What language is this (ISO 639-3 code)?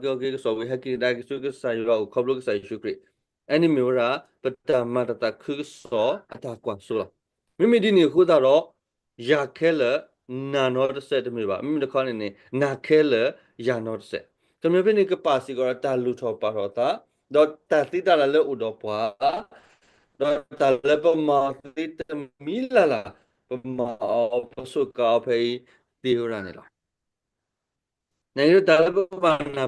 ksw